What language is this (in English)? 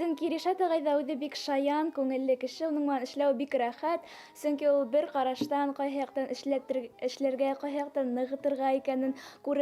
Bashkir